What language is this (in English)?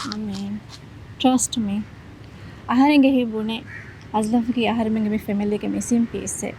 Divehi